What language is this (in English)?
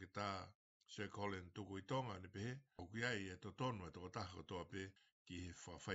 Tongan